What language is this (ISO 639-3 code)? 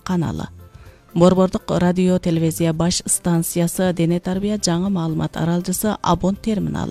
kir